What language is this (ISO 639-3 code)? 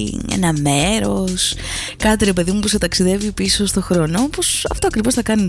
ell